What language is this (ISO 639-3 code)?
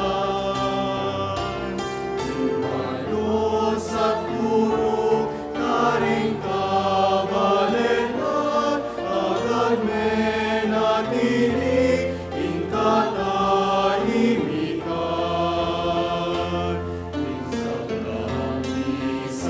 pam